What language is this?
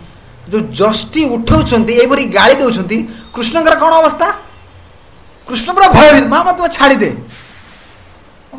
Odia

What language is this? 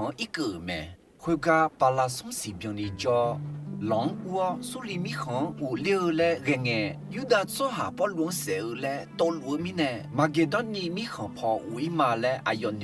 Akha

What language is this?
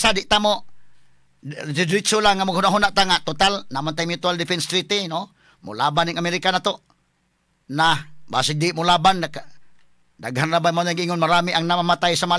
Cebuano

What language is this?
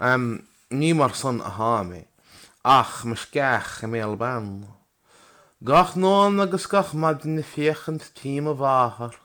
Irish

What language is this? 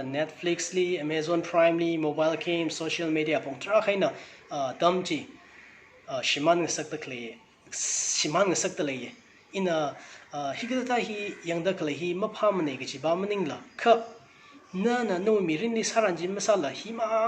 Tangkhul Naga (India)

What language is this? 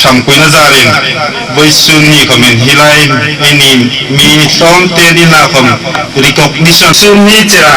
Hmar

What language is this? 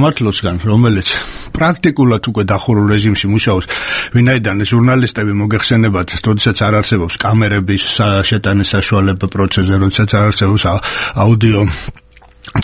Georgian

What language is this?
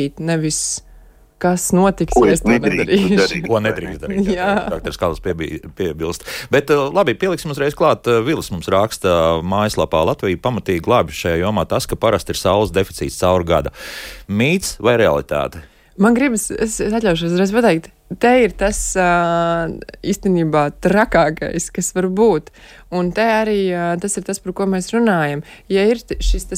Latvian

